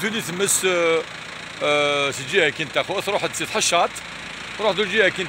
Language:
Kabyle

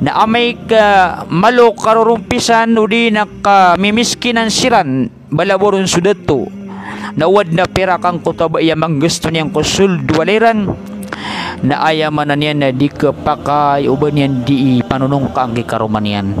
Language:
Maranao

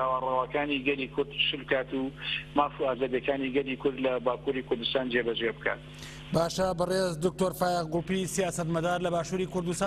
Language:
Central Kurdish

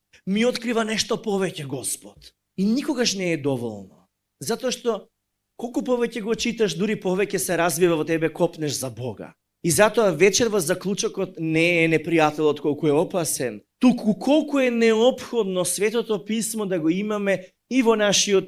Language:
Macedonian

